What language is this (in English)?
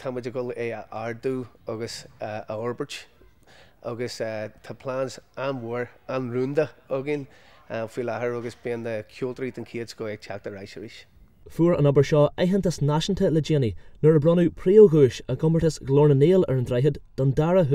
Irish